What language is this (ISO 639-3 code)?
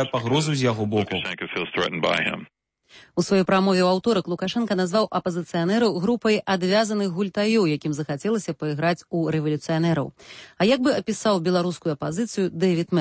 bel